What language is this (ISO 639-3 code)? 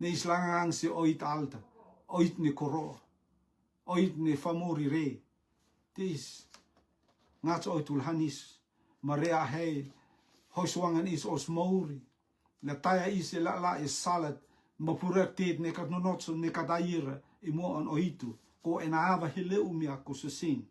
rtm